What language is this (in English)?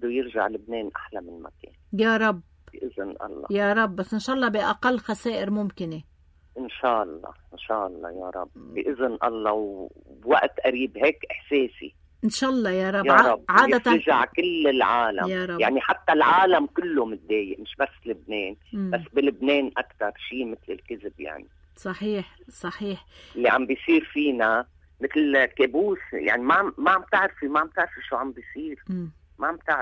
North Levantine Arabic